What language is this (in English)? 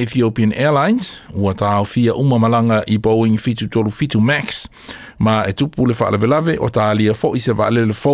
Samoan